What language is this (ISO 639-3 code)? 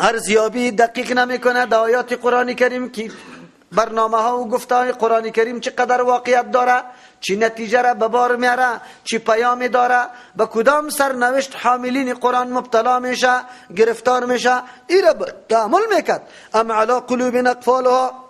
fas